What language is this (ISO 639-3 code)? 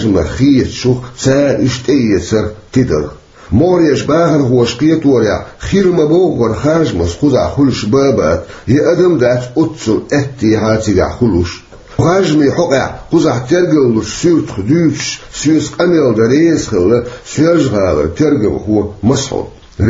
che